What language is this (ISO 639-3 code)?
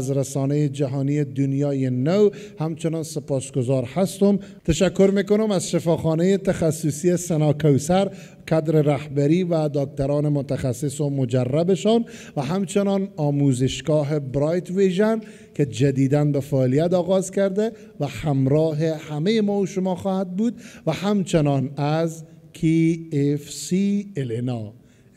fas